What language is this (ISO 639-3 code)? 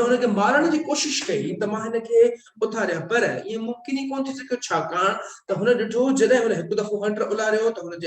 snd